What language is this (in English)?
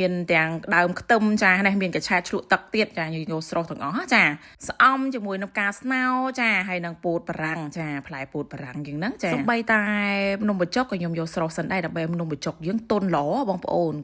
Khmer